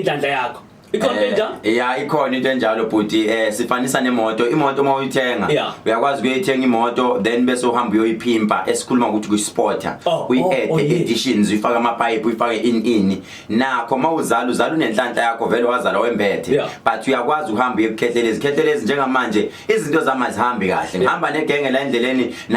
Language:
Zulu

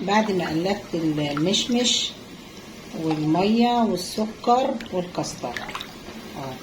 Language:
Egyptian Arabic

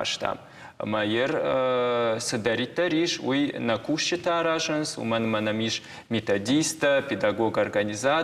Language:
Ossetic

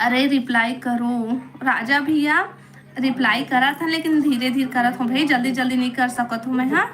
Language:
Chhattisgarhi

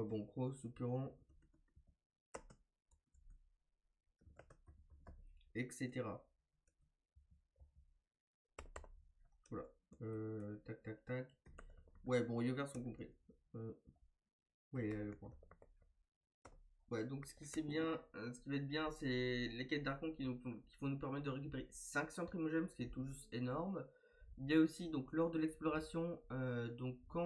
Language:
French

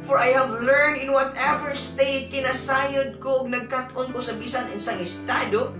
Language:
Cebuano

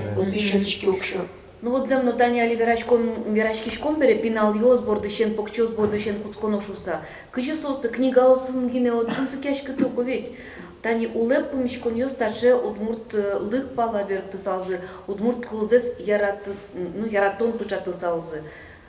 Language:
Udmurt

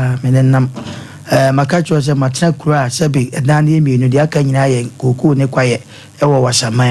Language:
Akan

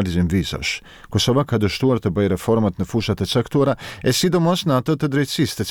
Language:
Albanian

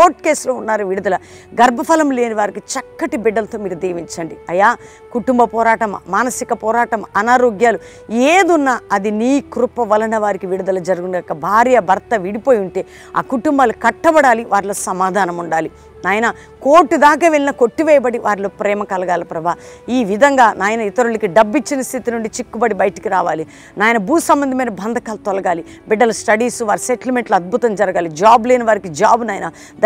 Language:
Telugu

